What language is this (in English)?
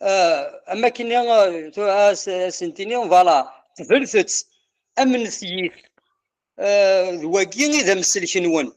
Kabyle